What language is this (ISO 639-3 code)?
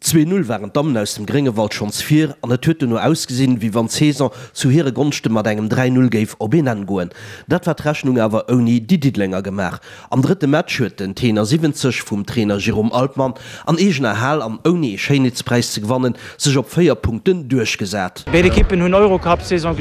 ltz